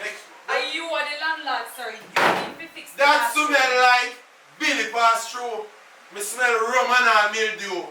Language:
Jamaican Creole English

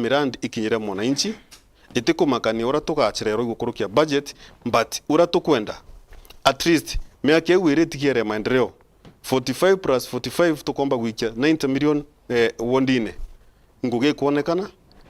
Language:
Meru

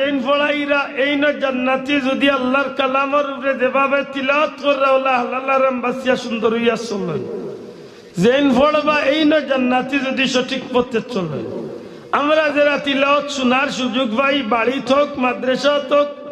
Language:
Sylheti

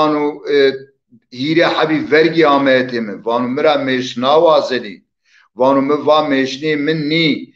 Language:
Zaza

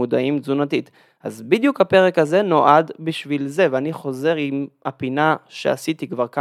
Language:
Hebrew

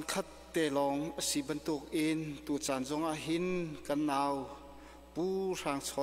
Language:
Hakha Chin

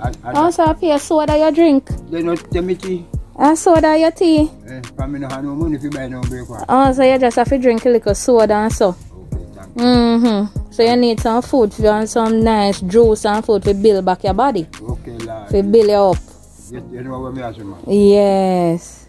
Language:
Jamaican Creole English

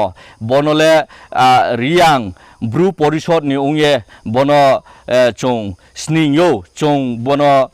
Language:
Riang (India)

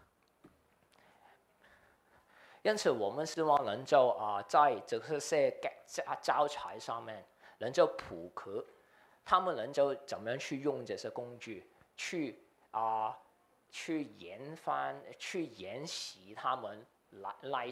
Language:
Chinese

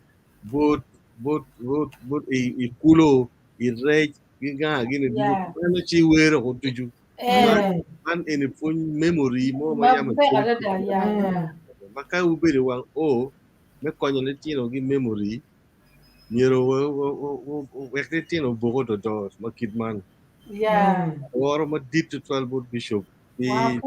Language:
Acoli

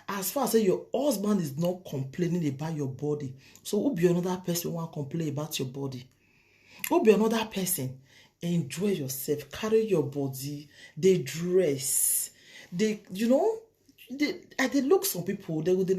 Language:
Nigerian Pidgin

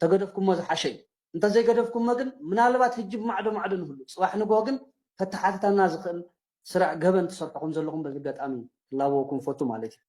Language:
Tigrinya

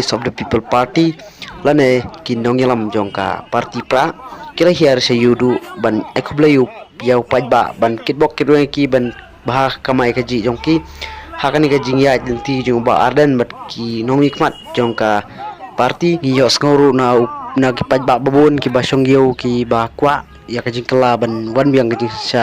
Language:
Khasi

